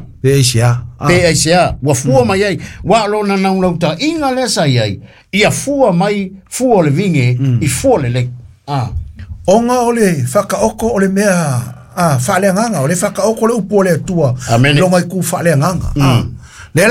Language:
Samoan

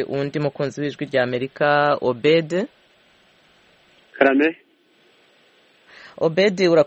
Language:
Kinyarwanda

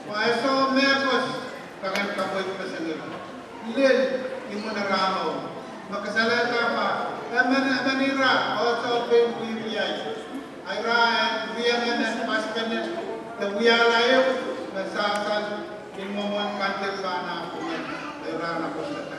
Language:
Pohnpeian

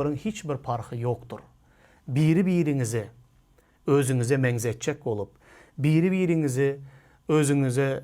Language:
Turkmen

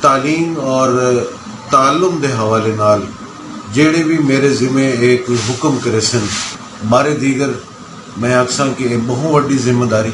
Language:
Saraiki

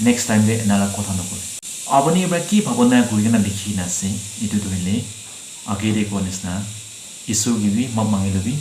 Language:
Naga Pidgin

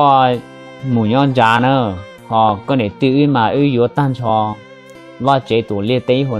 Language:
Hmong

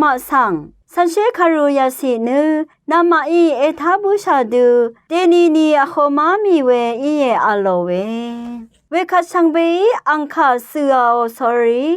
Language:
Rawang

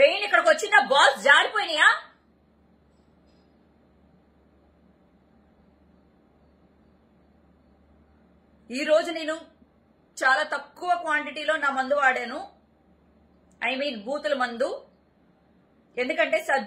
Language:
Telugu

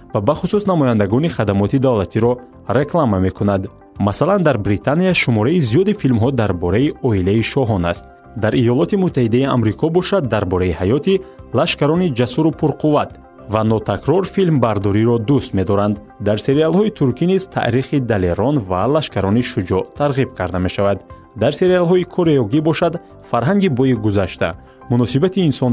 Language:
Tajik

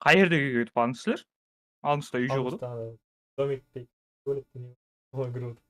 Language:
Kara-Kalpak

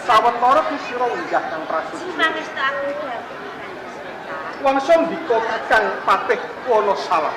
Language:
Javanese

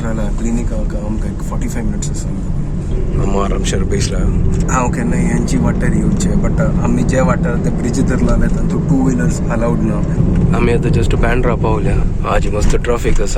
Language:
Konkani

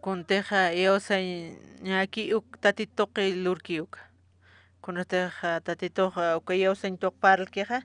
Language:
Aymara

